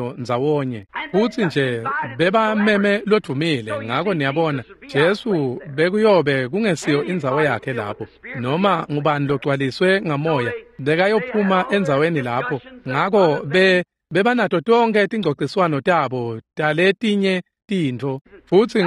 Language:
Swati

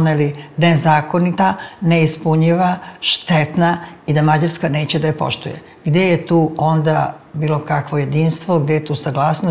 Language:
Serbian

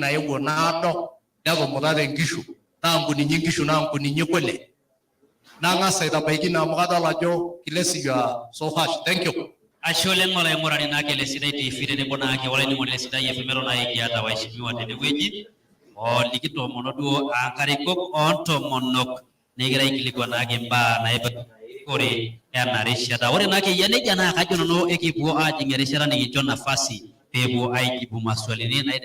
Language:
Masai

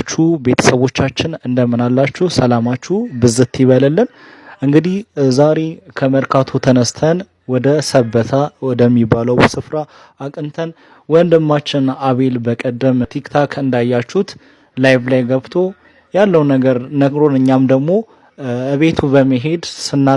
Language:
Amharic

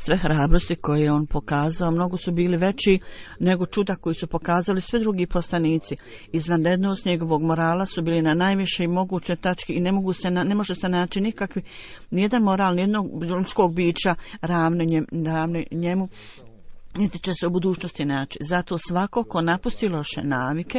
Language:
Bosnian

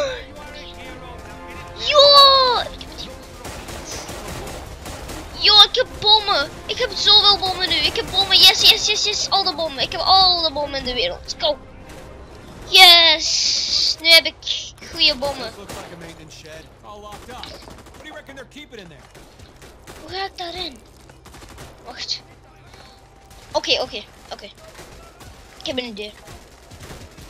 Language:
Dutch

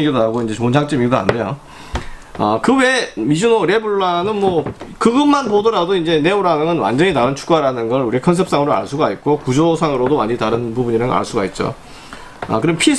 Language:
Korean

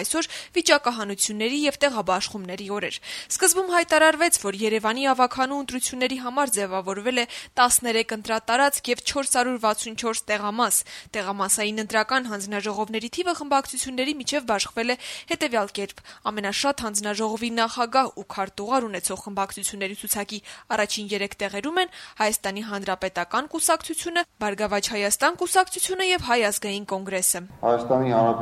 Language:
Armenian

